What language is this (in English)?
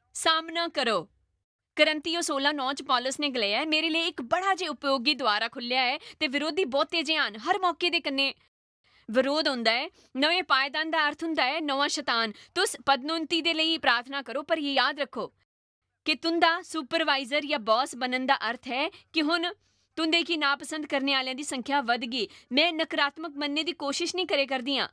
Dogri